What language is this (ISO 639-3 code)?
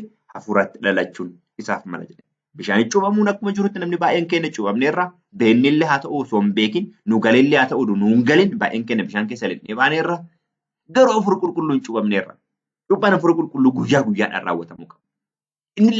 orm